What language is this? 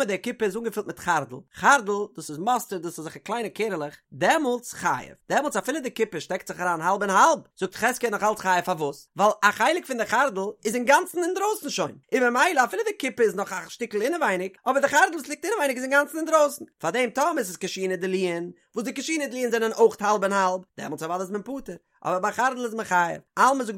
Yiddish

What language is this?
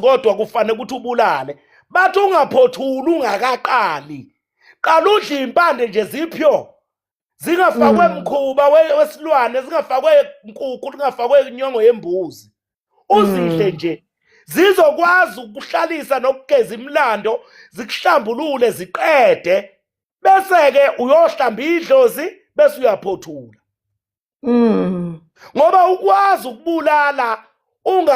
Zulu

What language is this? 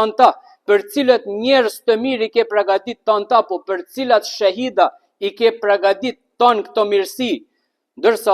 Albanian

